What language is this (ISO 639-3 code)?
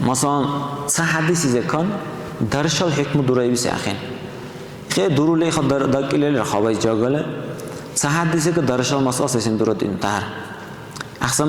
dar